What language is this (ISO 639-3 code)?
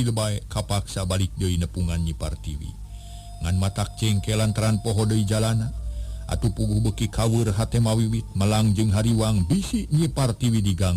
sun